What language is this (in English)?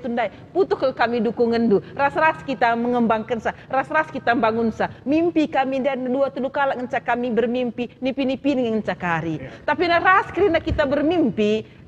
Batak Karo